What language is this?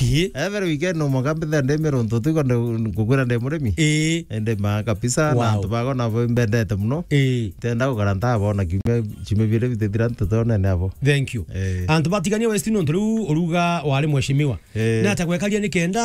Meru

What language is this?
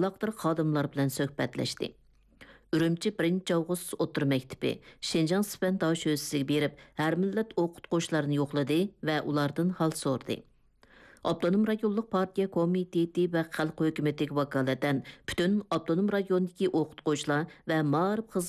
Uyghur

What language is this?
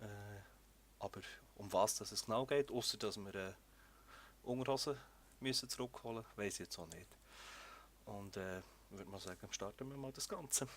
Swiss German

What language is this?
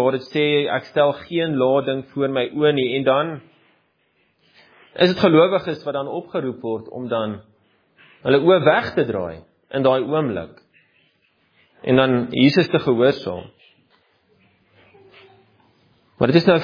Afrikaans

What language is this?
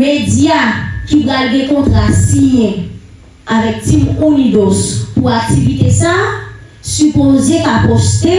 Haitian Creole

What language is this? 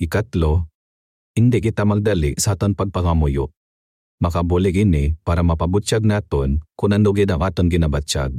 Hiligaynon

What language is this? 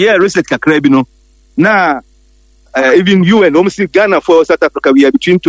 Akan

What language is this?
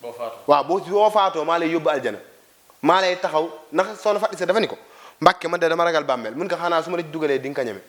Wolof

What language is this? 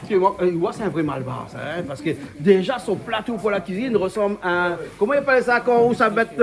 Réunion Creole French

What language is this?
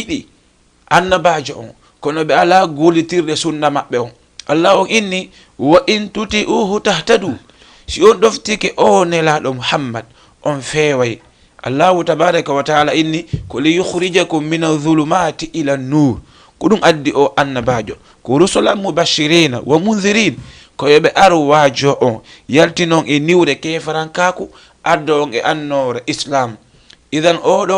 Fula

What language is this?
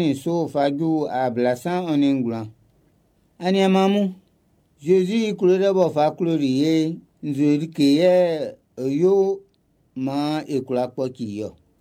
Baoulé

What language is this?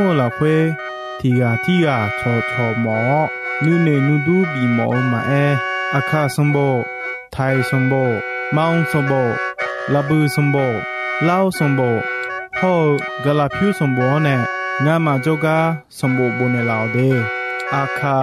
Akha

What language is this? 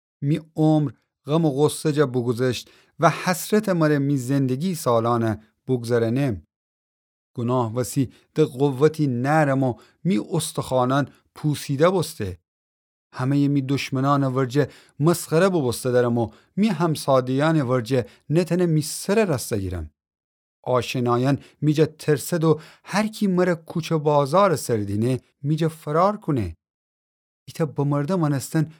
Gilaki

